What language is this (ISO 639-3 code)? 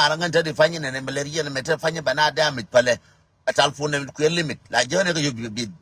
nus